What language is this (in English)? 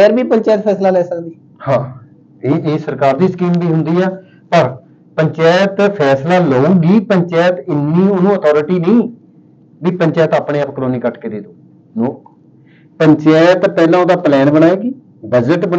Punjabi